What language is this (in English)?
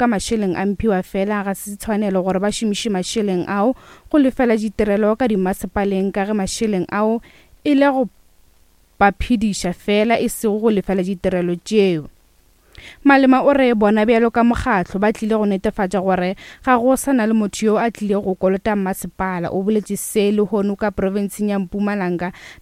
Northern Sotho